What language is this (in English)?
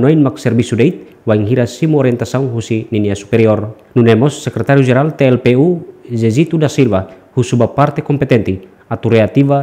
Tetum